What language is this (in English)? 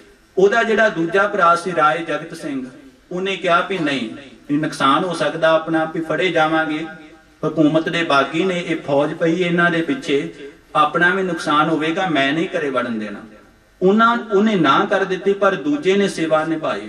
Punjabi